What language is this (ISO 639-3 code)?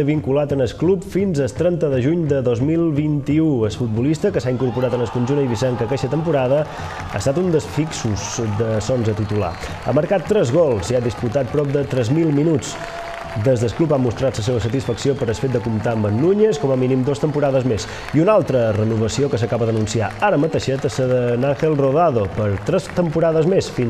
cat